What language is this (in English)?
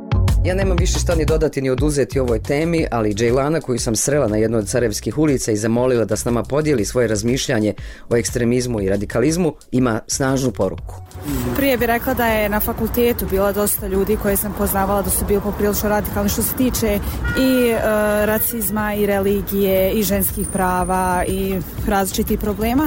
Bosnian